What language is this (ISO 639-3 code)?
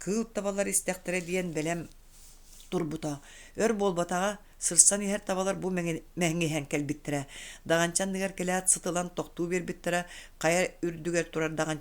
sah